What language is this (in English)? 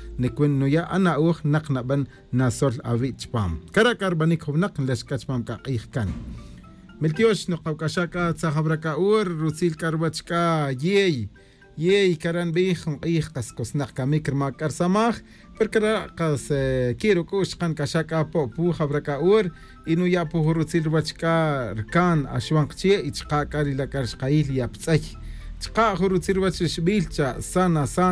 Tz'utujil